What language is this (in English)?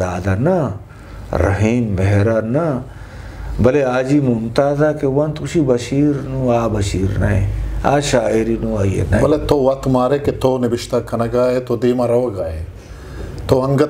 Eastern Balochi